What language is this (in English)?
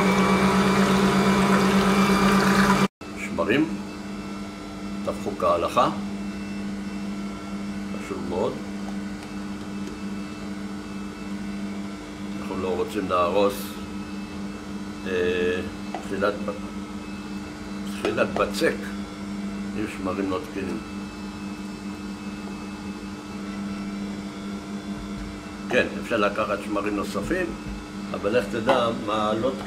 Hebrew